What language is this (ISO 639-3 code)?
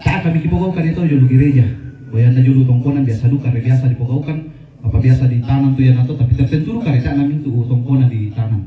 sda